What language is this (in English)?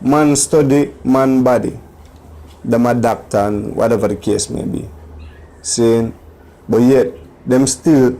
Jamaican Creole English